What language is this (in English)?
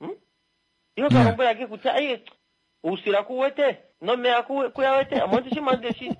Kuanyama